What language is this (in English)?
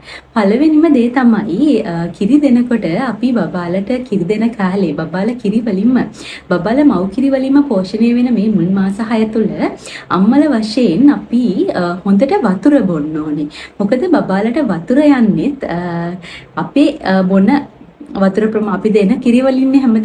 Sinhala